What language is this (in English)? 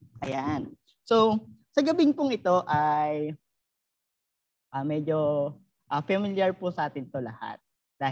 Filipino